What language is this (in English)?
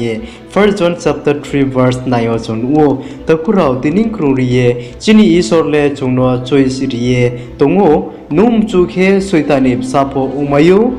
Riang (India)